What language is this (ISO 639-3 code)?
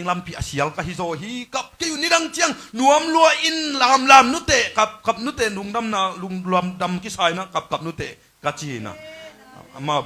ctd